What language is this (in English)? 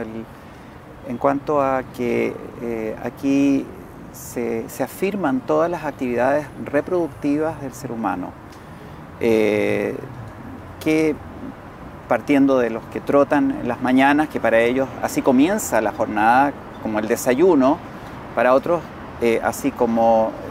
Spanish